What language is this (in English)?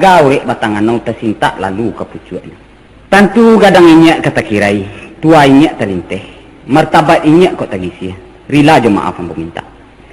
Minangkabau